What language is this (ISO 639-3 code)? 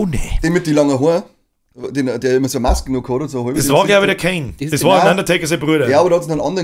bar